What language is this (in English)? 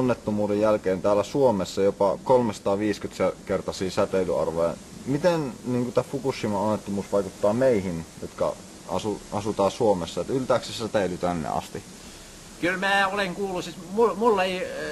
Finnish